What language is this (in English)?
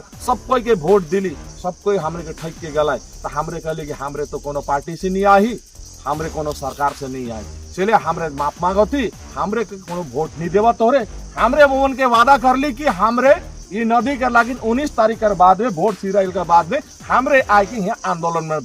Sadri